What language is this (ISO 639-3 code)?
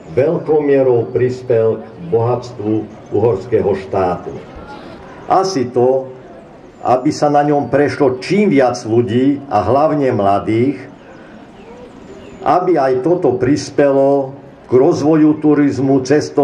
slk